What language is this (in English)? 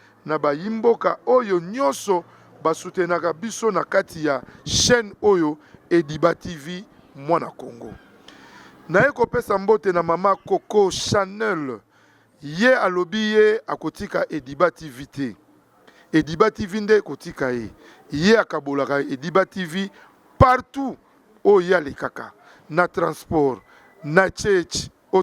Lingala